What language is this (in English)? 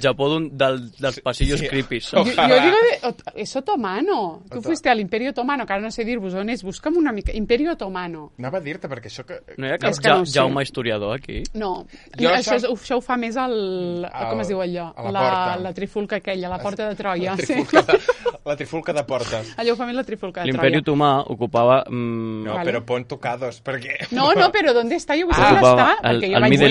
Catalan